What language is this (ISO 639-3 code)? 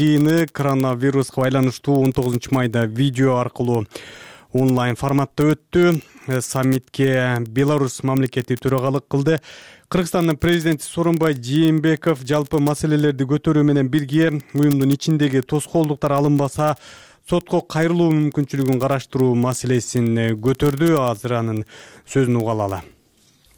kir